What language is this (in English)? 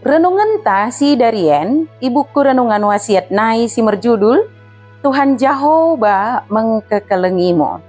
Batak Dairi